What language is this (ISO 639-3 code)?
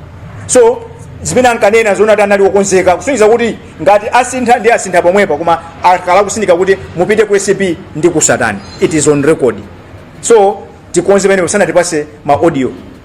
nya